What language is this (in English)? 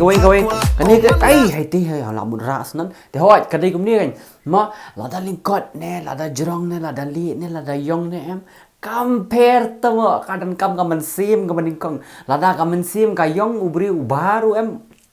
Khasi